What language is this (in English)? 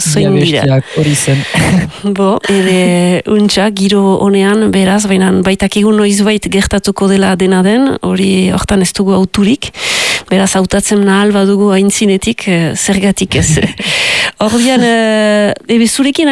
Basque